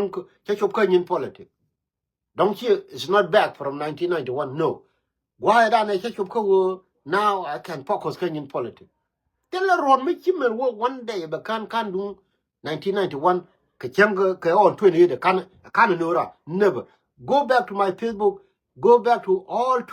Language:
Nuer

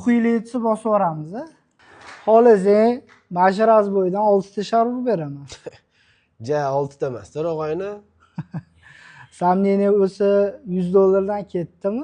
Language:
Uzbek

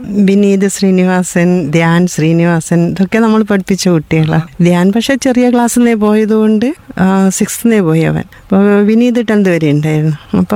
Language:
Malayalam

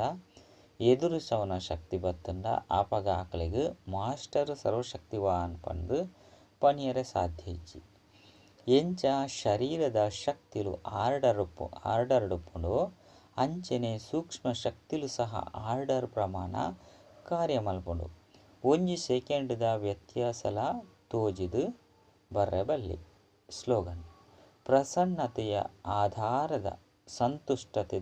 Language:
Tulu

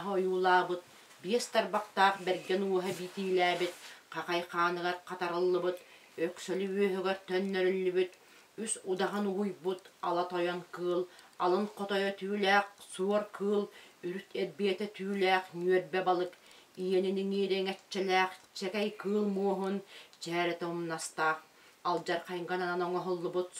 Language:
Yakut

